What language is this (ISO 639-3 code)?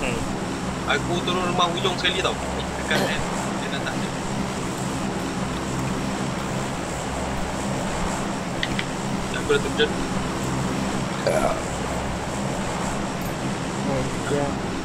msa